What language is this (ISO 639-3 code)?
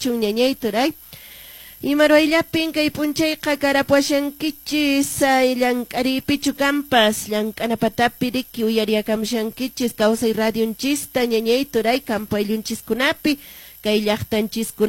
que